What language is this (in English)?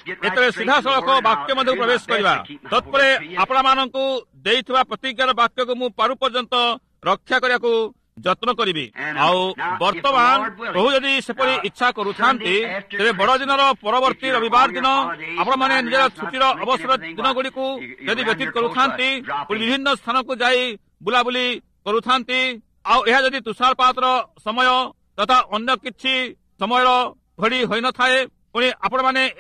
Odia